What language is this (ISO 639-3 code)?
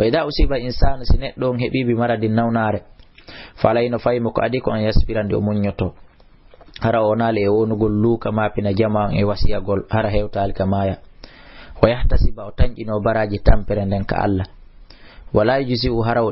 ful